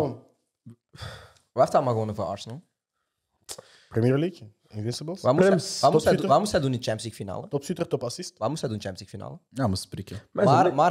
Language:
Dutch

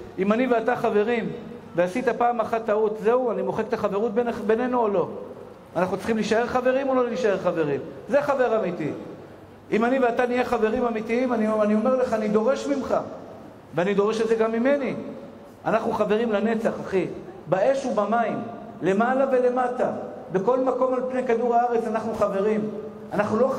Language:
Hebrew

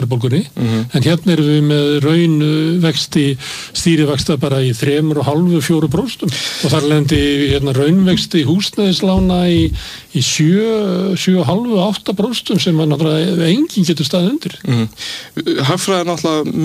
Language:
Icelandic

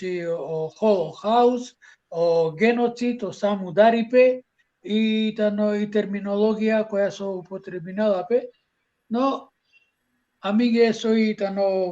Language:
Balkan Romani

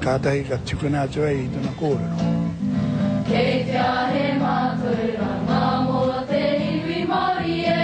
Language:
Māori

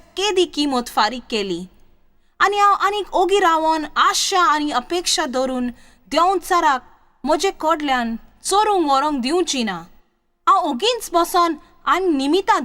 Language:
Konkani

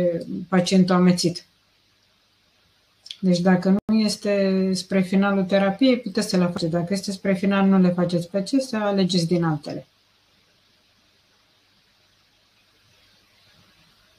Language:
Romanian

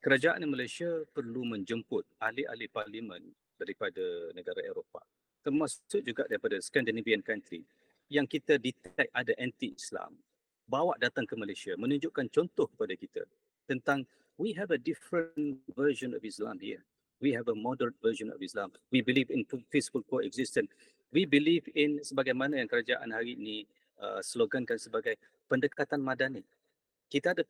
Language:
Malay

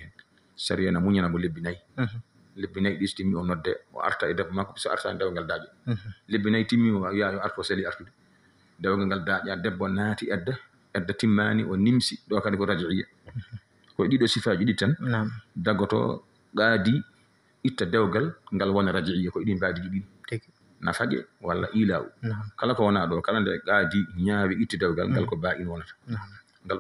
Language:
Fula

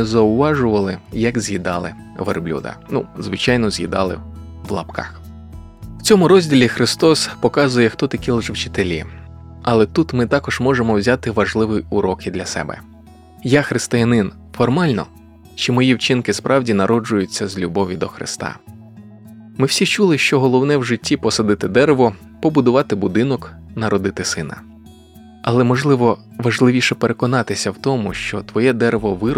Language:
Ukrainian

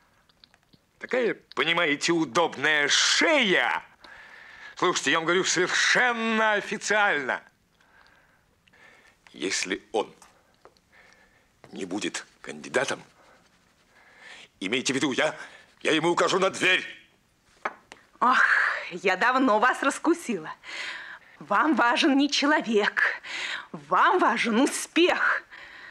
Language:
Russian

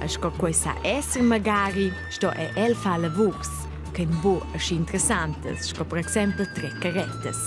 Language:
Romansh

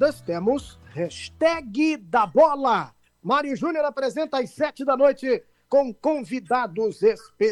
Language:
Portuguese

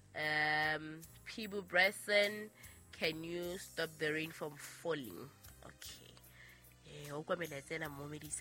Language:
Southern Sotho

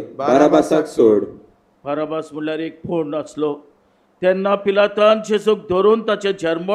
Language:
Konkani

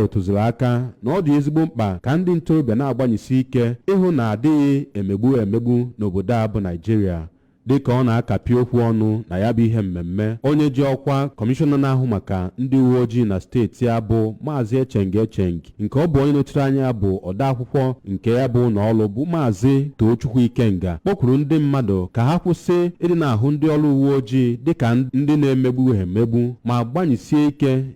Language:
Igbo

